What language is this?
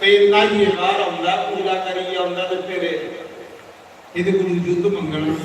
Dogri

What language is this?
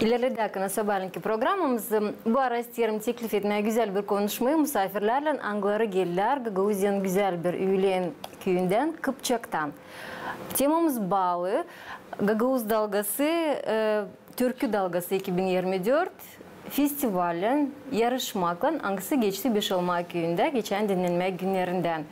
Gagauz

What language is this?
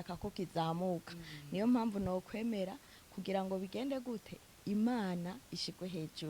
Rundi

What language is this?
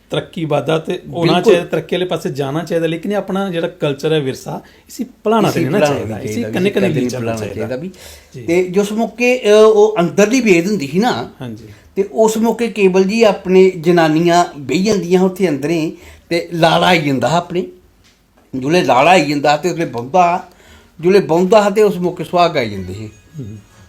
Dogri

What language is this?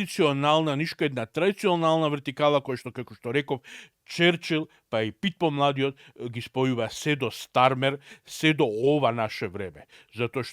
Macedonian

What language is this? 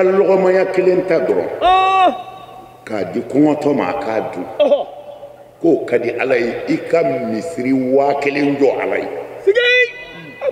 Bambara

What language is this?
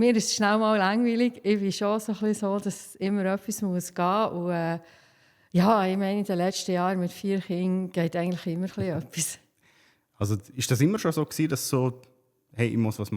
Swiss German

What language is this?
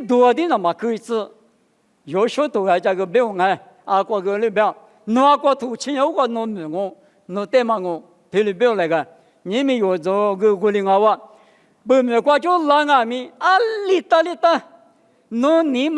Lisu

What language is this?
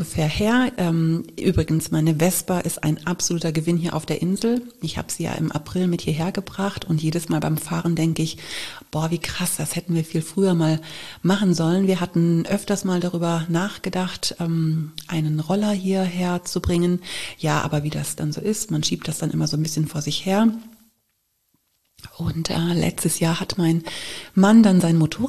German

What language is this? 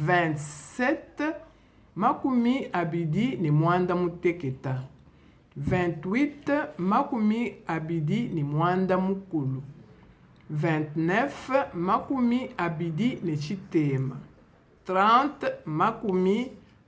Luba-Lulua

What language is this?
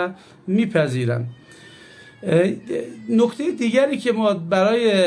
Persian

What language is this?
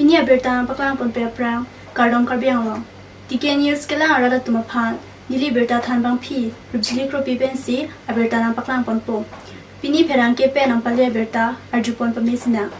Karbi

